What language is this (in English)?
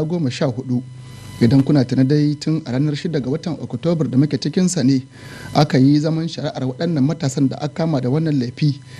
Hausa